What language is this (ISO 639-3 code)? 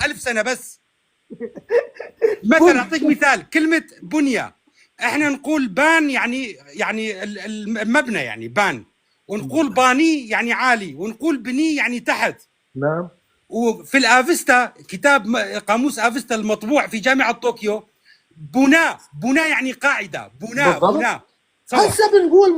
apc